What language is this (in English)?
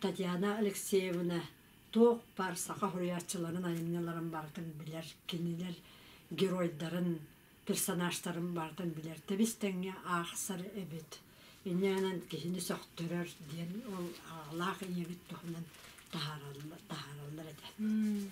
Yakut